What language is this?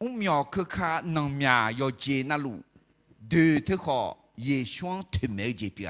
Akha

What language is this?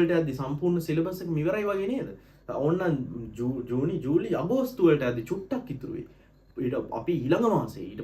Sinhala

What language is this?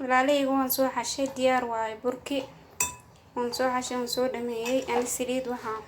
Somali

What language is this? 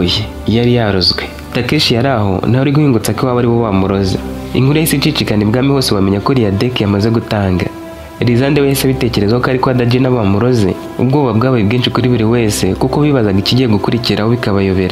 Kinyarwanda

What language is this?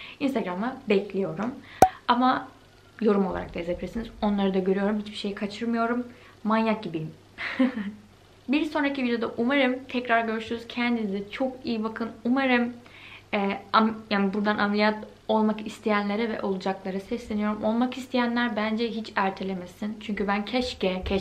Turkish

